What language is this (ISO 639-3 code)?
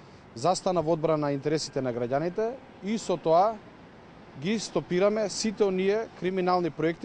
mkd